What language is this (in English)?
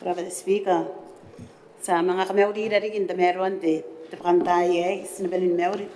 Gilbertese